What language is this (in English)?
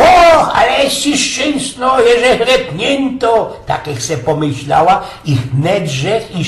Silesian